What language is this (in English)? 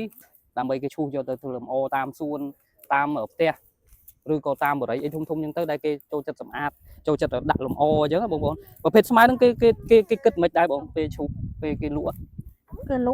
Khmer